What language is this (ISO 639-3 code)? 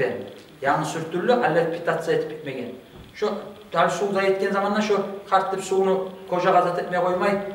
kum